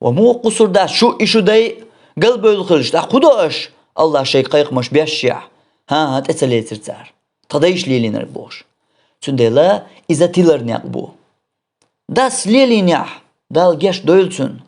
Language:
Chechen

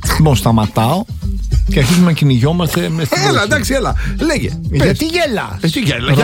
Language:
Greek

